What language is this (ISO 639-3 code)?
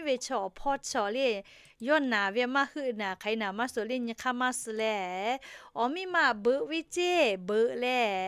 lhu